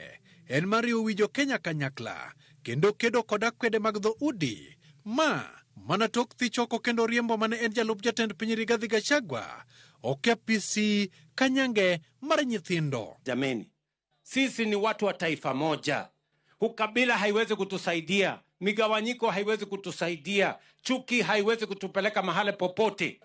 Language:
Luo (Kenya and Tanzania)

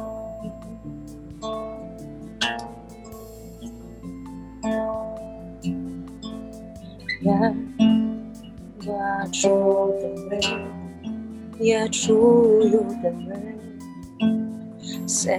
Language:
Ukrainian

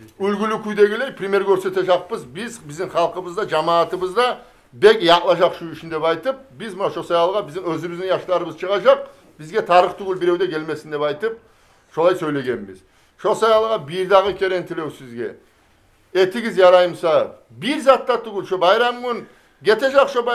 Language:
Kumyk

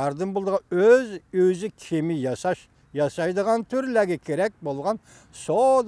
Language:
Uyghur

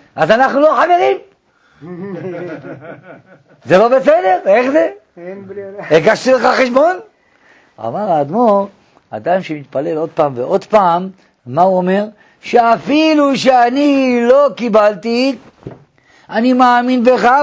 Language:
Hebrew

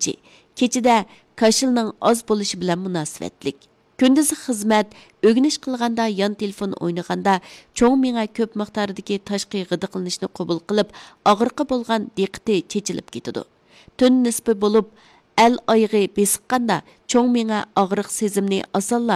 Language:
Uyghur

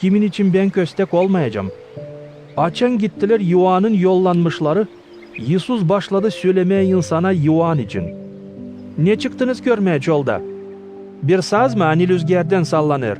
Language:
Gagauz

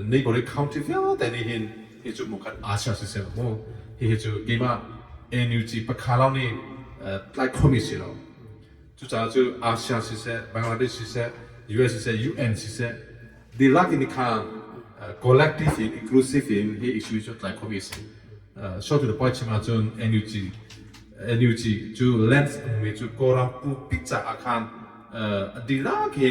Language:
Hakha Chin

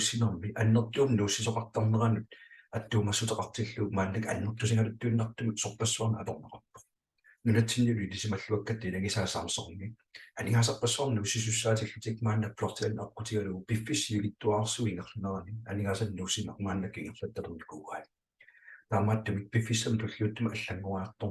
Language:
Kalaallisut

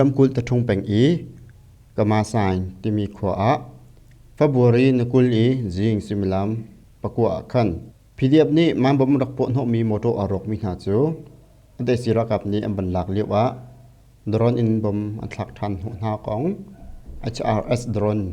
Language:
Hakha Chin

